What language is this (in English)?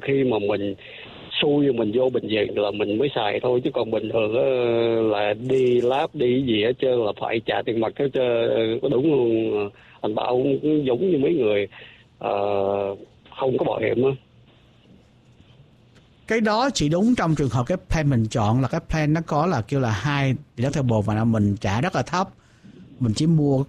Vietnamese